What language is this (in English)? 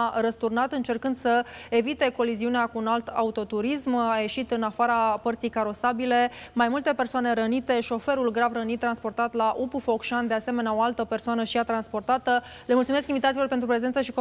Romanian